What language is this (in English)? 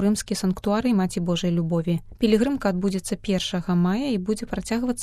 Belarusian